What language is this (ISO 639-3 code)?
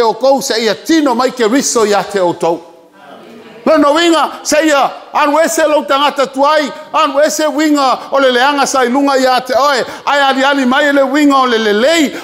smo